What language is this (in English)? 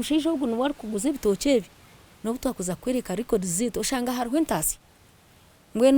Nyankole